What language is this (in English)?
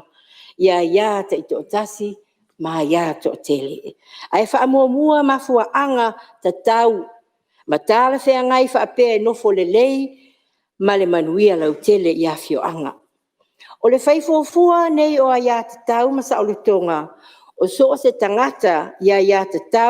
Samoan